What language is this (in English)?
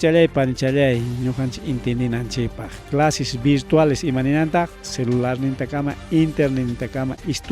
Ayacucho Quechua